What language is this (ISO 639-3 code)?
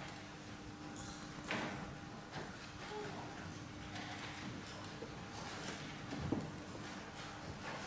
fra